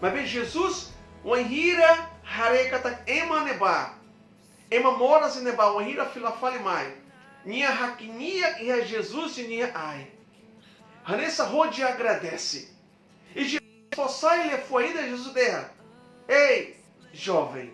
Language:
Tetum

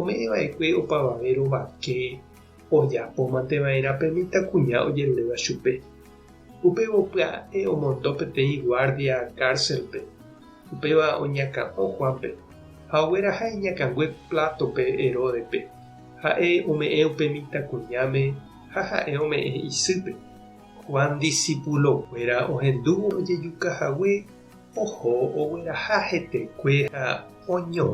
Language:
Guarani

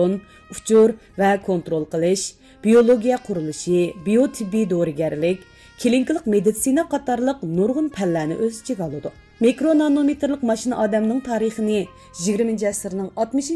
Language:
Uyghur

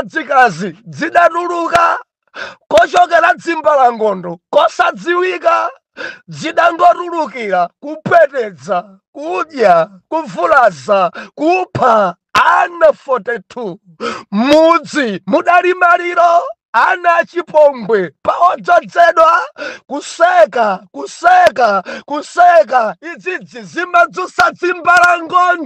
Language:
Nyanja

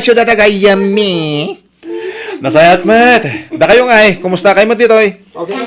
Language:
Iloko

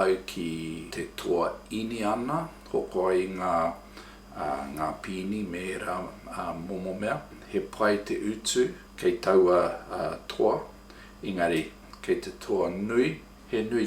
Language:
Māori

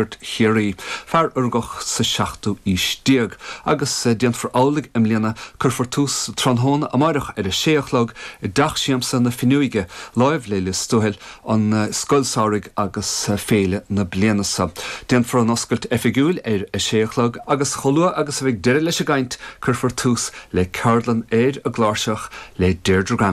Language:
Irish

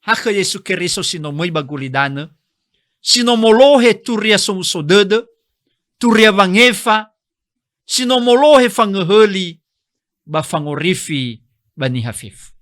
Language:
Nias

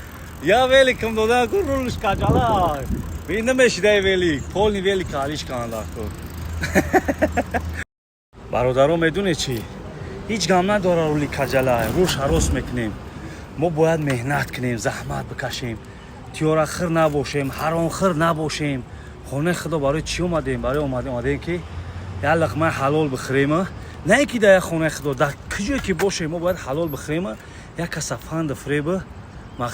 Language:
Tajik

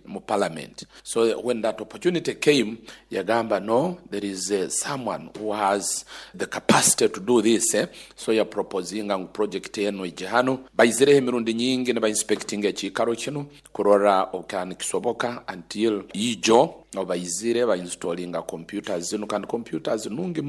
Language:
Nyoro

